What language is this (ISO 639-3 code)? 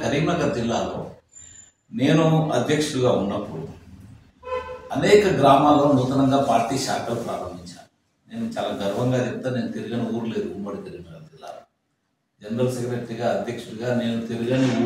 tel